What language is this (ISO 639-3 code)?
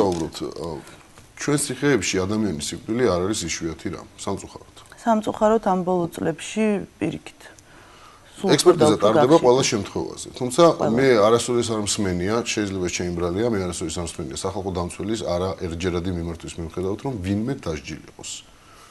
kat